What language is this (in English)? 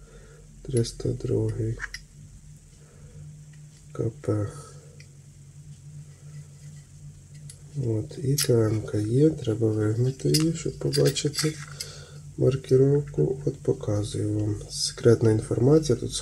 Ukrainian